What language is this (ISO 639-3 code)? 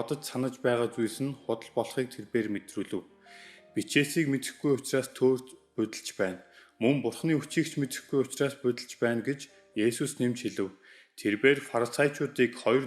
mon